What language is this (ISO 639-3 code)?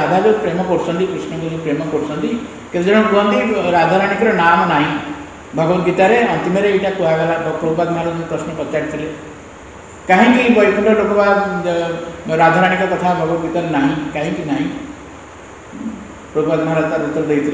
ori